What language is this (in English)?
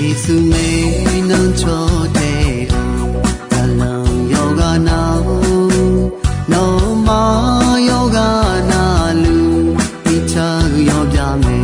Akha